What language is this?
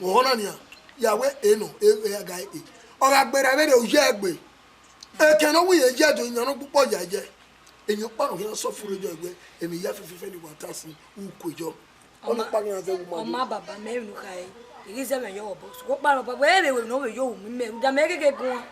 Bini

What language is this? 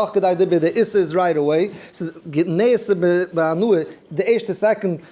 Yiddish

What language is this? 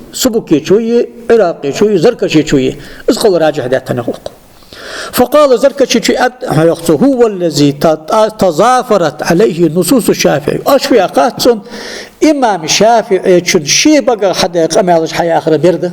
Ingush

